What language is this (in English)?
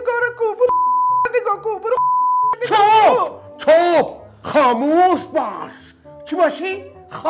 Persian